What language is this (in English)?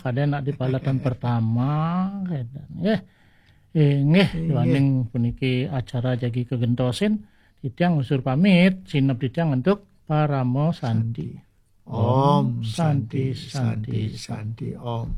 Balinese